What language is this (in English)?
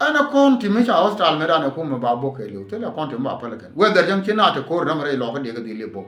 Nuer